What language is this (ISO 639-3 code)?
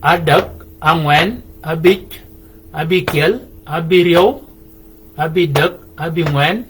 shk